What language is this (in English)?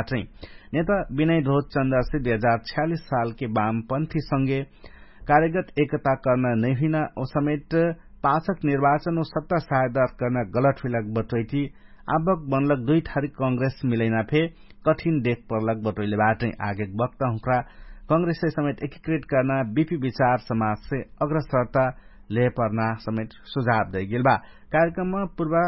Dangaura Tharu